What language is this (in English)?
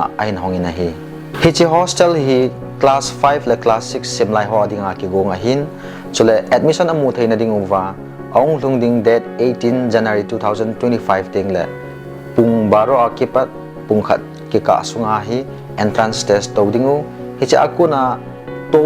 Thado Chin